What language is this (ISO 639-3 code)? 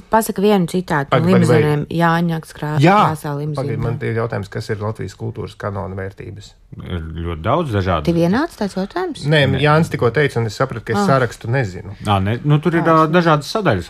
lav